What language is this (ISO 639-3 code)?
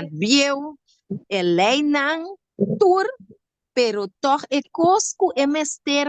pap